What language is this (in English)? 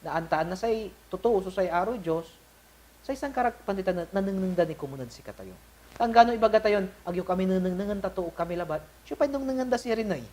Pangasinan